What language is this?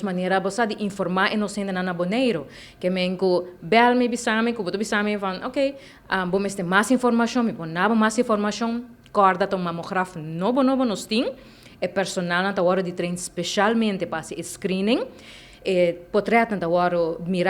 Papiamento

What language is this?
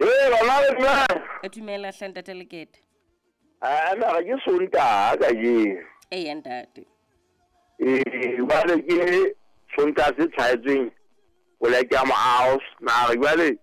Southern Sotho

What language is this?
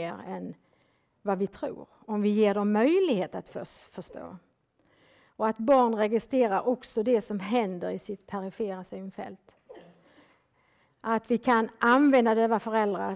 Swedish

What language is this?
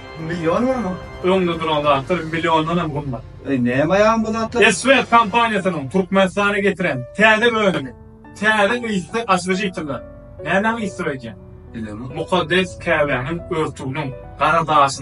Turkmen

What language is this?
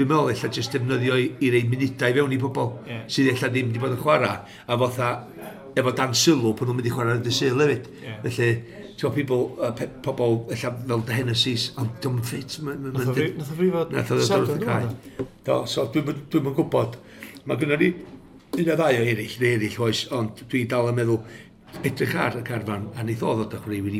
Welsh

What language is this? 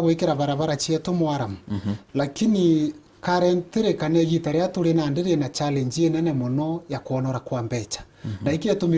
Meru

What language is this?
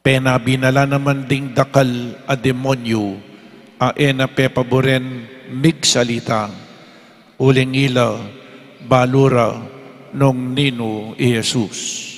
Pampanga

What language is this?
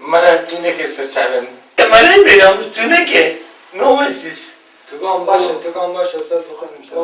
Kurdish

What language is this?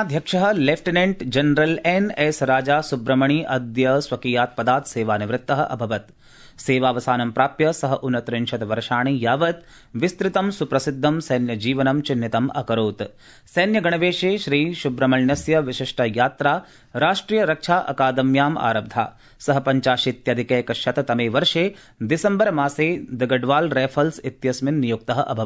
Sanskrit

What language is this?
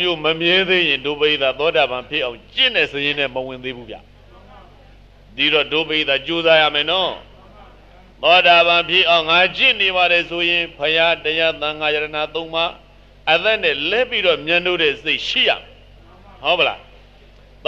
Burmese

